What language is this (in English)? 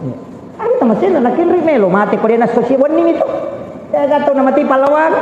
Buginese